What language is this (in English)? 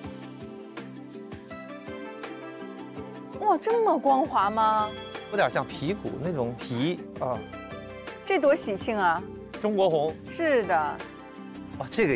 Chinese